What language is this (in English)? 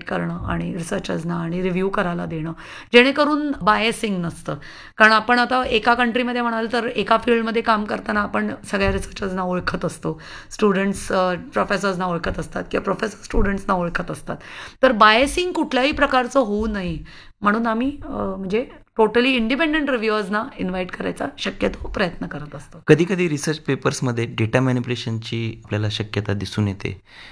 Marathi